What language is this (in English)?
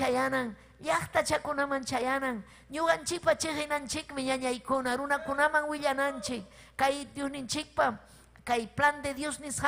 Ayacucho Quechua